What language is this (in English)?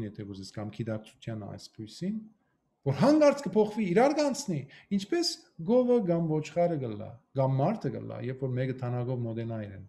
Western Armenian